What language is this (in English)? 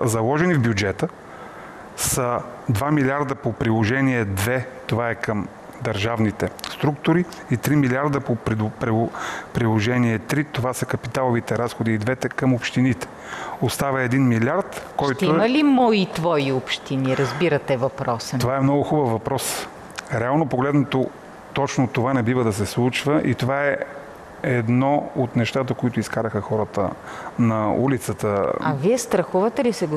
Bulgarian